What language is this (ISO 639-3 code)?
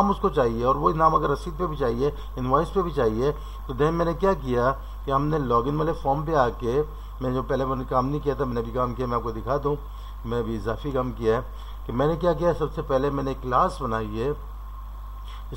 hin